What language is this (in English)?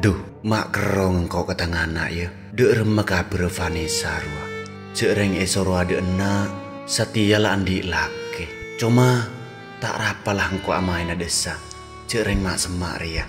Madurese